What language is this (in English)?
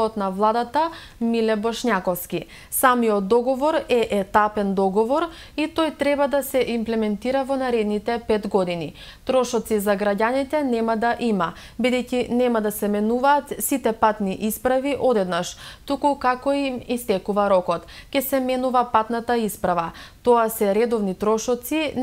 Macedonian